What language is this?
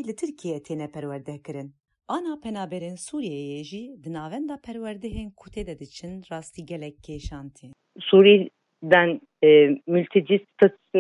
Kurdish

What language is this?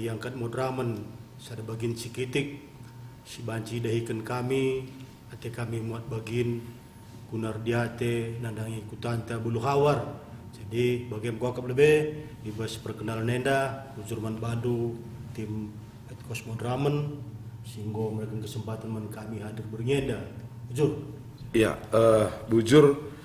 Batak Karo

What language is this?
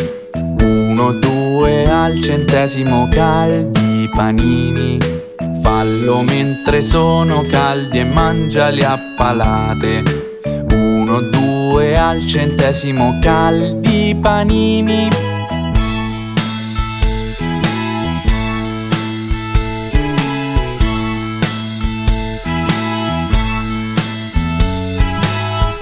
Italian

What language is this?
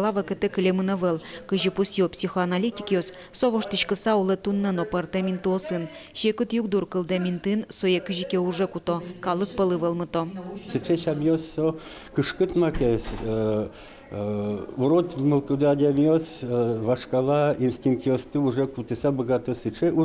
Udmurt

